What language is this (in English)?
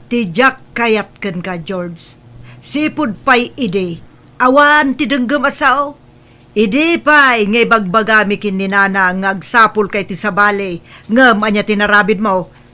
Iloko